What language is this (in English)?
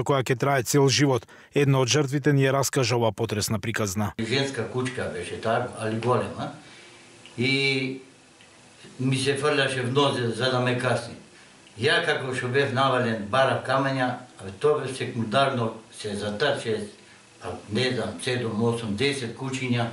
Macedonian